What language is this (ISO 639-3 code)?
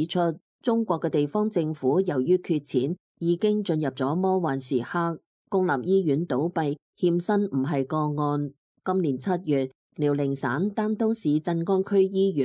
yue